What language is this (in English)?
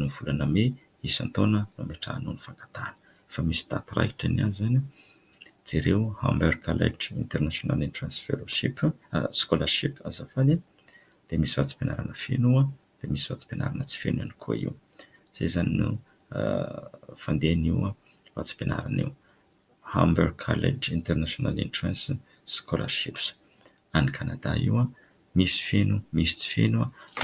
Malagasy